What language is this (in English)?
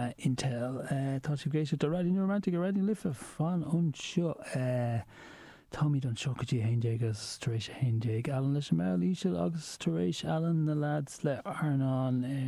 Irish